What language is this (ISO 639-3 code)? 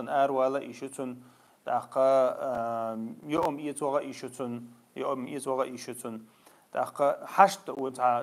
che